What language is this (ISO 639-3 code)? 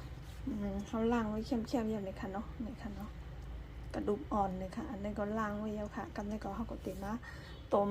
shn